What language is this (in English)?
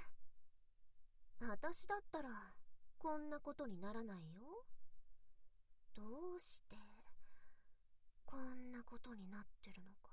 Japanese